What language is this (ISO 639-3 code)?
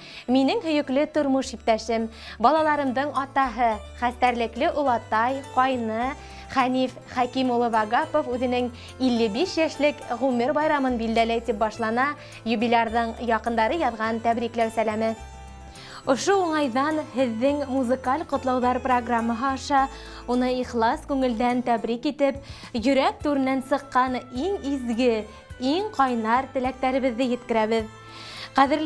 bak